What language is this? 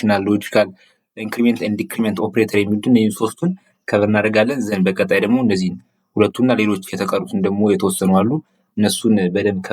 Amharic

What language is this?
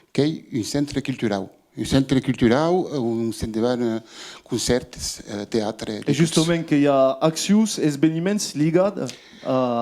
Occitan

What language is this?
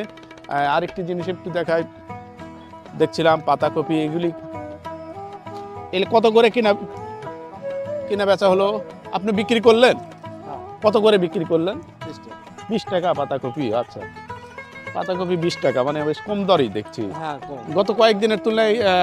Bangla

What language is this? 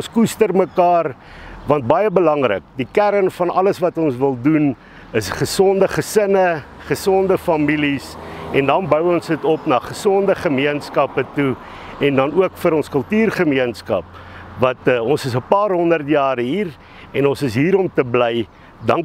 Afrikaans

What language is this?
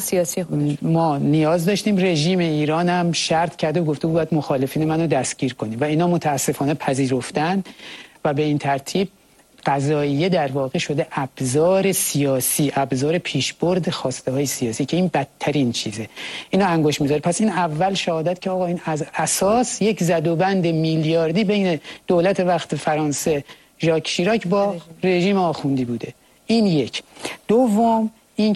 Persian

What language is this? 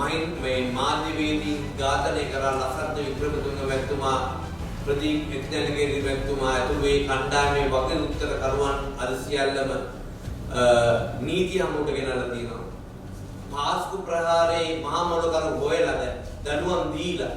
Sinhala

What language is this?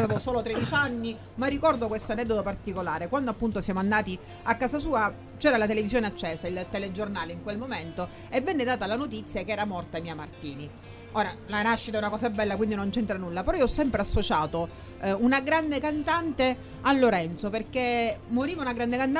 Italian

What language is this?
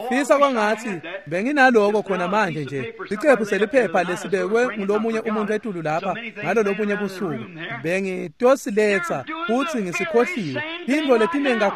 Swati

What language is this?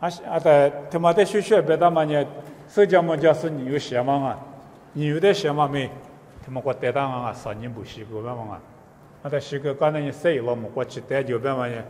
Lisu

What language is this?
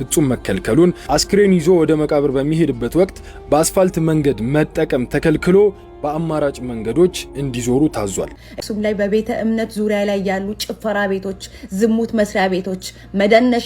Amharic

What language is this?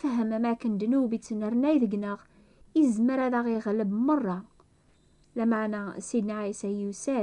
Kabyle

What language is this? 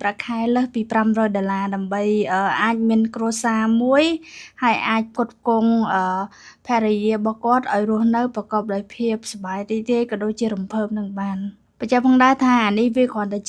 Khmer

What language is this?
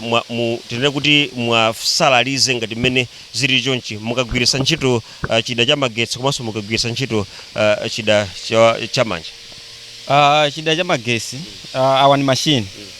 Nyanja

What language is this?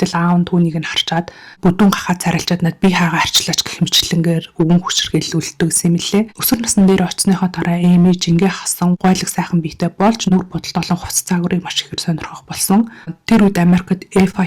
Mongolian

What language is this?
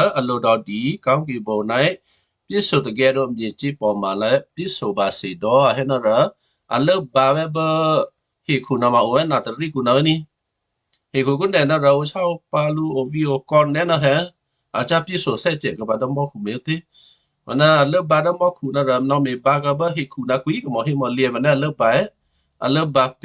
Western Kayah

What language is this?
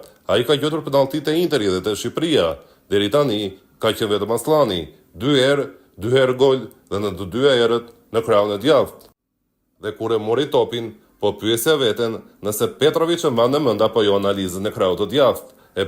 Albanian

